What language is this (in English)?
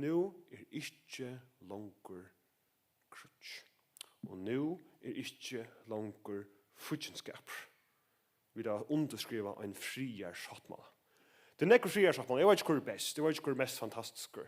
Faroese